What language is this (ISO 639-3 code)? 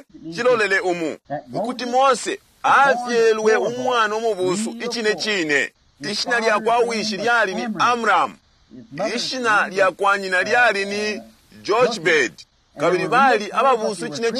bem